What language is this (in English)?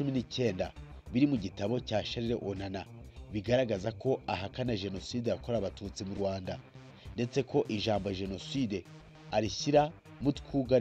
Kinyarwanda